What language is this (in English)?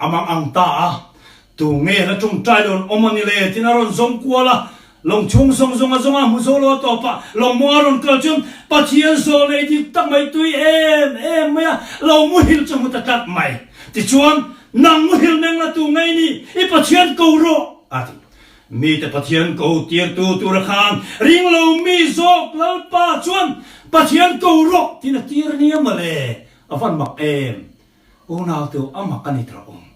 Mizo